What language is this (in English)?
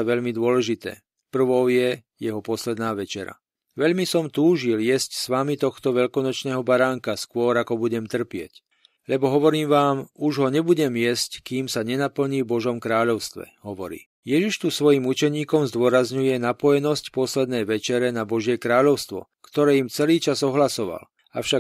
Slovak